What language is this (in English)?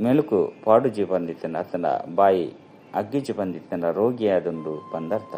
Tulu